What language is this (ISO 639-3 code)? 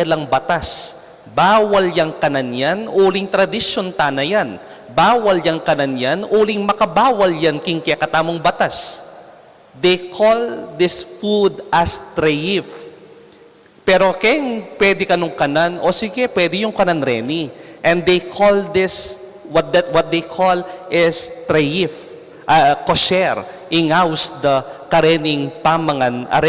pam